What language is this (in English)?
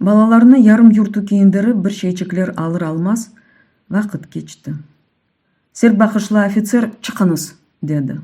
Crimean Tatar